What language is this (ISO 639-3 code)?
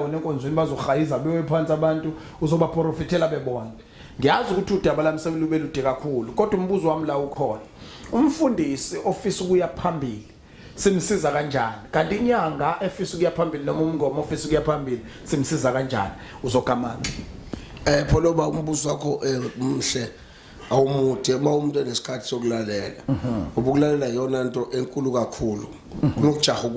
zul